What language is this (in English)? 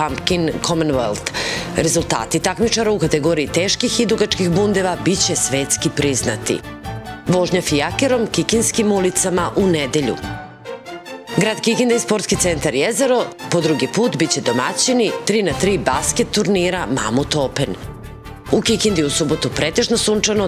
Serbian